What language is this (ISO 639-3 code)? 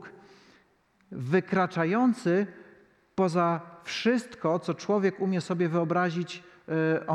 pol